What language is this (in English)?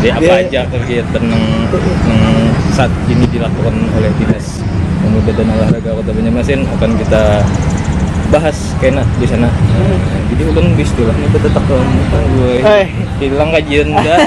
Banjar